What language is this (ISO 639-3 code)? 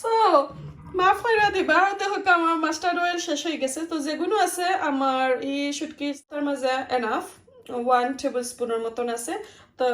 syl